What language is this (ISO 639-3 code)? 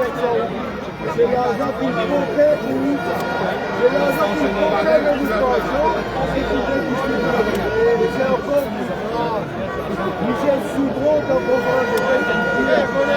mfe